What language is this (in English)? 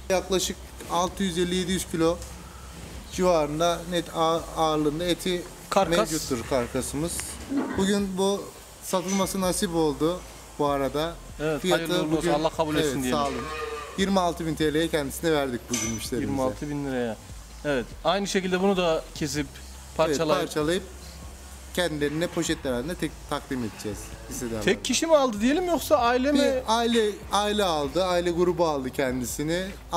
Turkish